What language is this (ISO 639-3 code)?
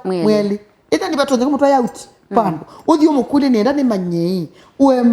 kam